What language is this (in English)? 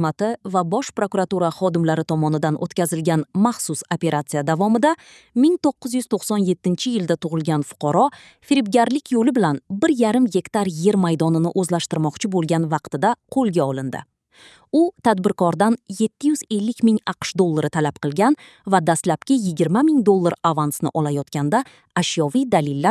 Uzbek